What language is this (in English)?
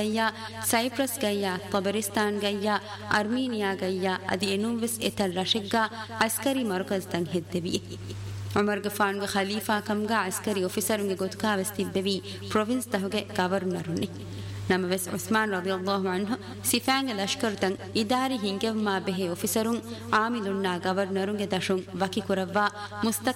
Divehi